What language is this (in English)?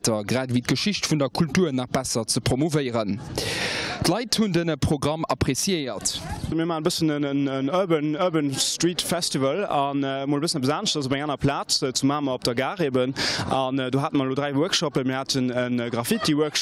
Luxembourgish